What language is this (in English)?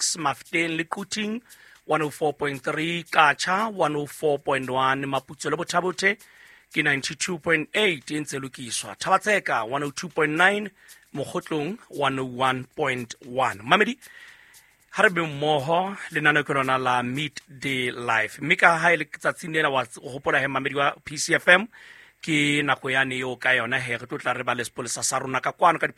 Southern Sotho